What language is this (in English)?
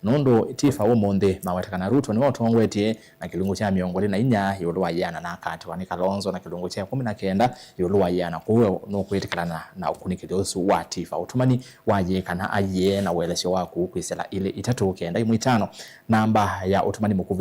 Kamba